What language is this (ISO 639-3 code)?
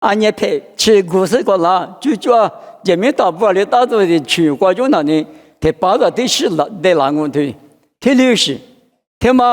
lis